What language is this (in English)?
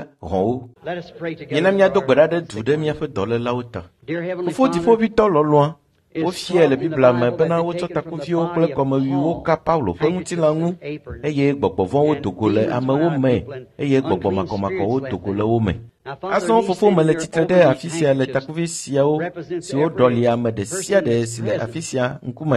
Ewe